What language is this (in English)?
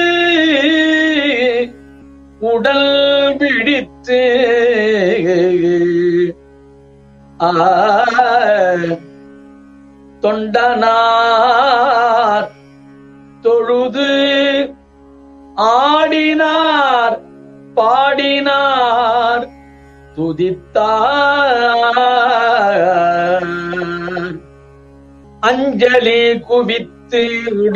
Tamil